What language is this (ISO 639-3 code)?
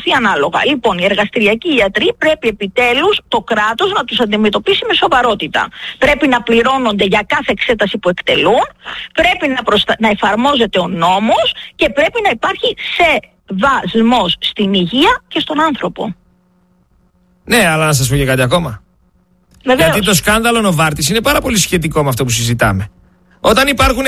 ell